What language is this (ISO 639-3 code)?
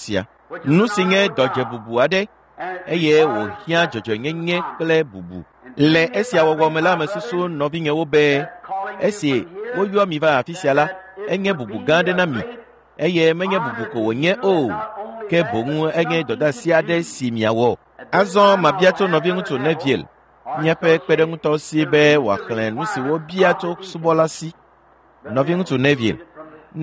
ewe